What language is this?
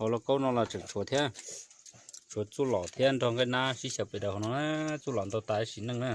Hmong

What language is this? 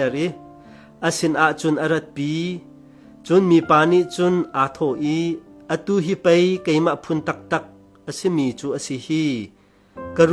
Hakha Chin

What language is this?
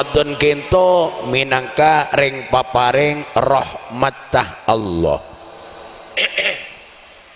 Madurese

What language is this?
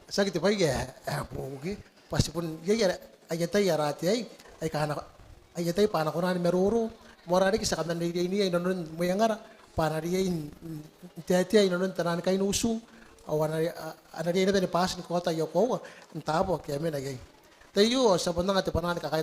Gilbertese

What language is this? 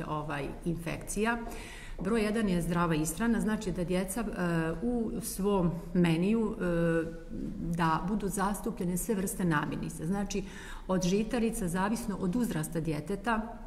Serbian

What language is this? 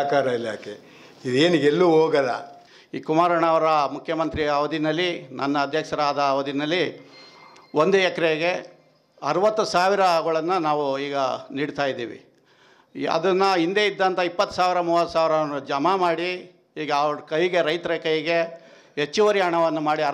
Kannada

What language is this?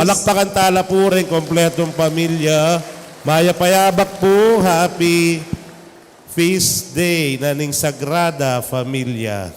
Pampanga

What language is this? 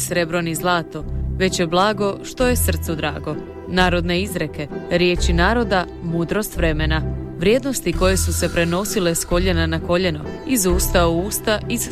Croatian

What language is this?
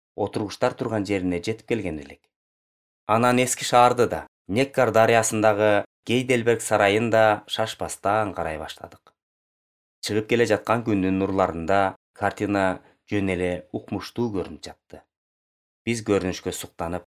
Kyrgyz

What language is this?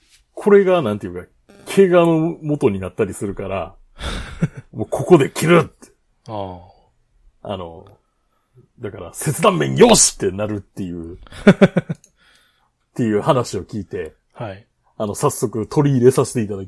Japanese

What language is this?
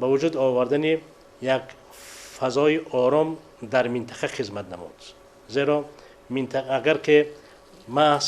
Tajik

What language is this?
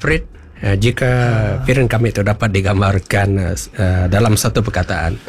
Iban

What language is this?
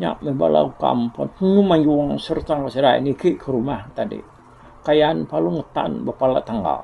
Iban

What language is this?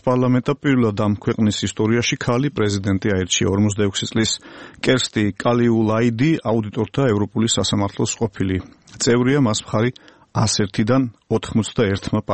Georgian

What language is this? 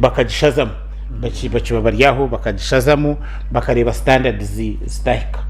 Nyankole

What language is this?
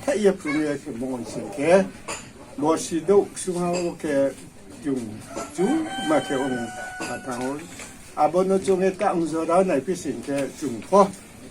Riang (India)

